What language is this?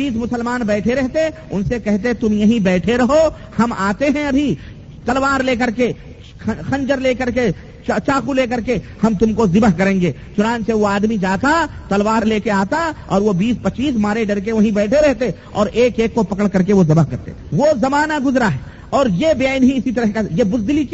Urdu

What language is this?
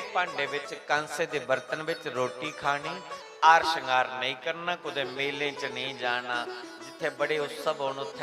Dogri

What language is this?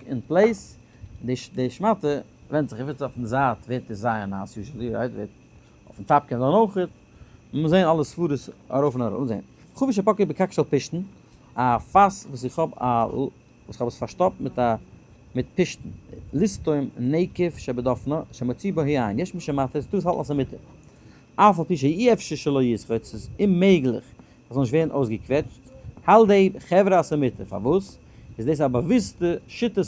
Yiddish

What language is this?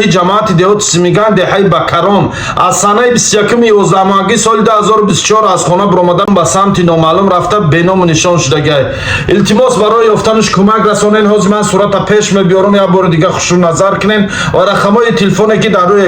Tajik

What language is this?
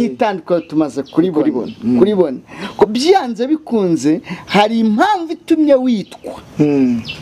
Kinyarwanda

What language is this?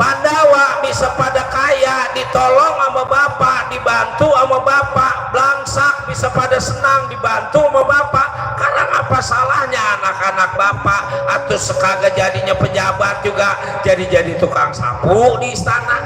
Betawi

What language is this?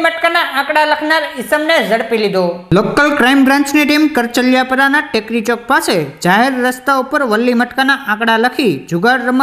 Gujarati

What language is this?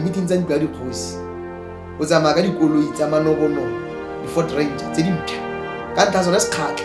Tswana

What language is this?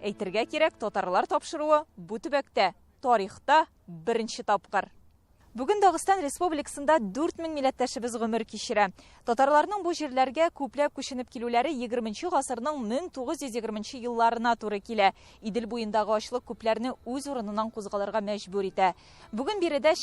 Tatar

